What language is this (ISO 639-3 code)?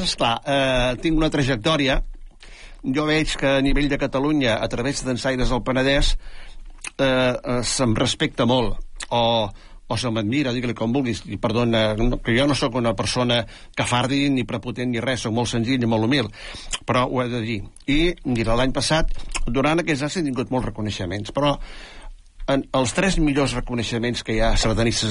cat